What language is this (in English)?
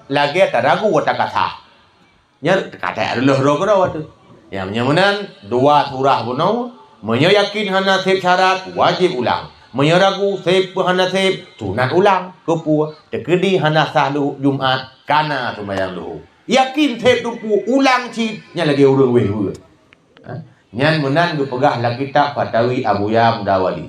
Achinese